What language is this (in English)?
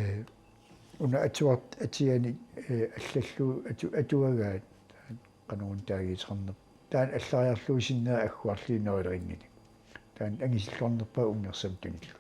Kalaallisut